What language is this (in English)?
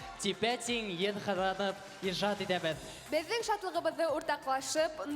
Bashkir